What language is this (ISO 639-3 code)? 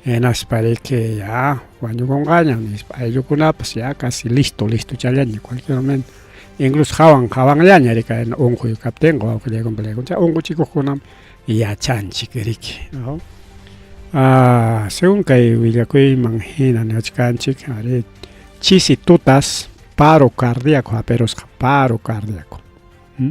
quy